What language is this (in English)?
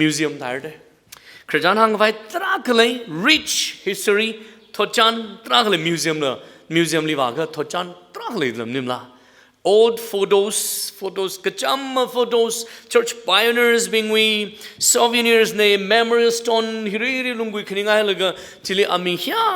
Tangkhul Naga (India)